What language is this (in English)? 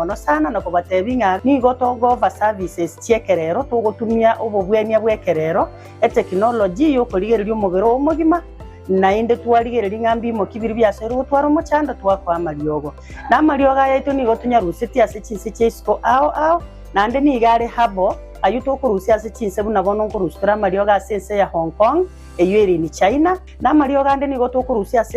Gusii